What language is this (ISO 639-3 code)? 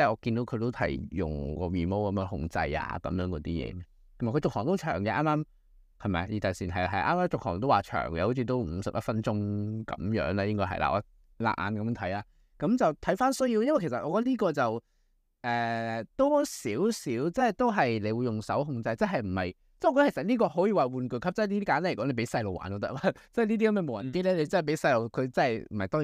yue